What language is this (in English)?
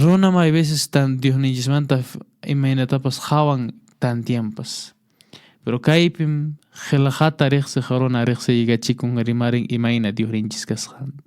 Quechua